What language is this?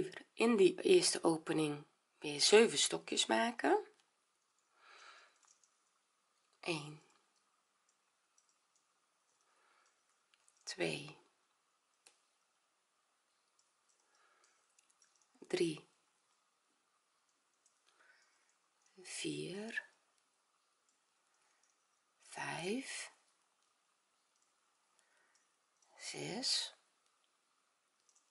Dutch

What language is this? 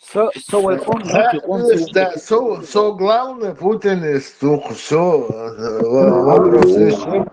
Chechen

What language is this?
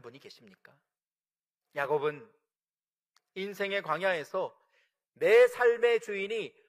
Korean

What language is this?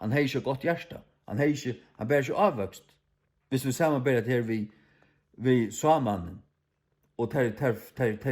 Faroese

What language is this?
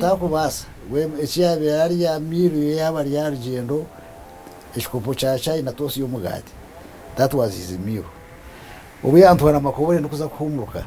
Nyankole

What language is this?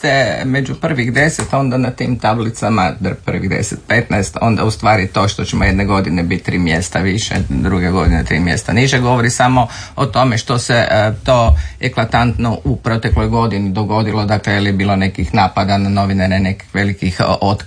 Croatian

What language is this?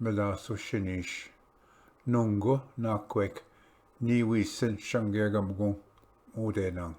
Ojibwa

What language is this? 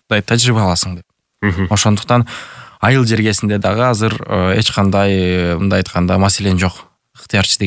Kyrgyz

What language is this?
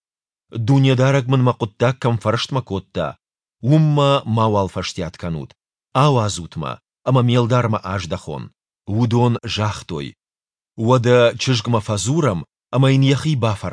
Ossetic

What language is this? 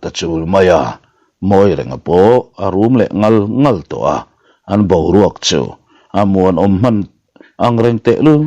Mizo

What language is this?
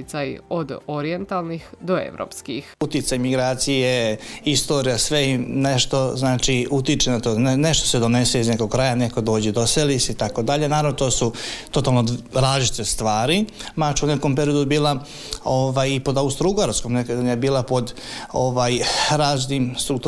Serbian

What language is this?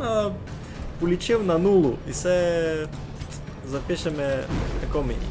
Rusyn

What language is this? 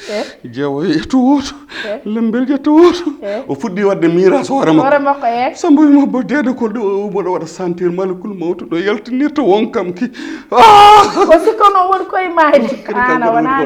Fula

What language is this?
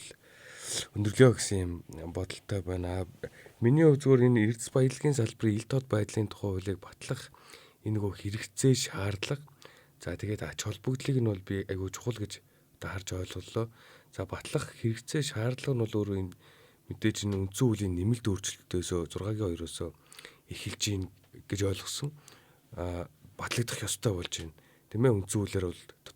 Mongolian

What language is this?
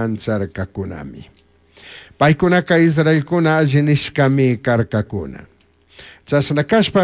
Chimborazo Highland Quichua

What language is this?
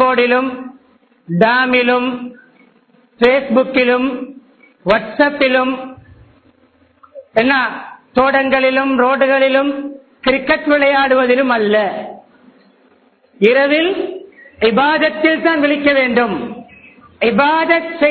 Tamil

